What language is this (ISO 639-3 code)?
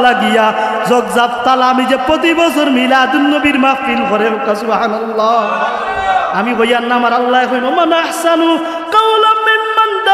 syl